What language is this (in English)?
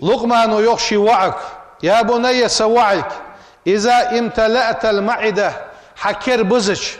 Ingush